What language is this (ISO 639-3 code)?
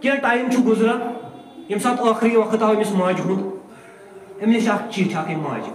kas